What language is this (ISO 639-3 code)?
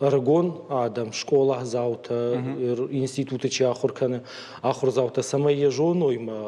oss